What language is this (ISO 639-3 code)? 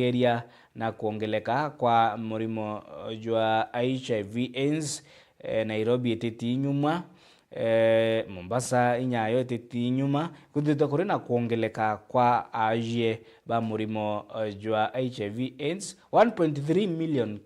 mer